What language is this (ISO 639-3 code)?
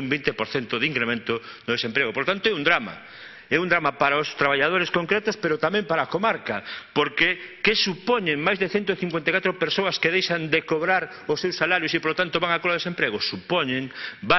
glg